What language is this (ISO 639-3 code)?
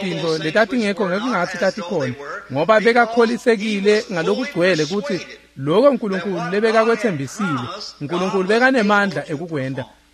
ssw